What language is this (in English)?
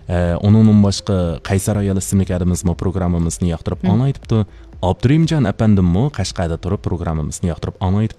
Uyghur